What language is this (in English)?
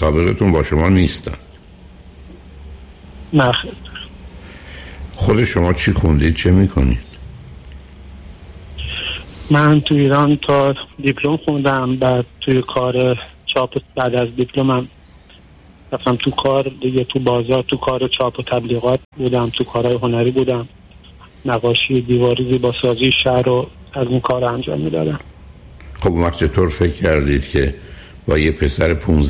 Persian